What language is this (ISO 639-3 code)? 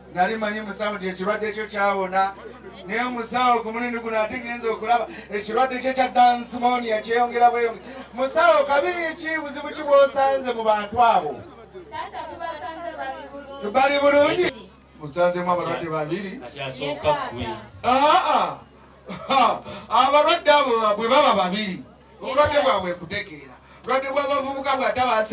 lug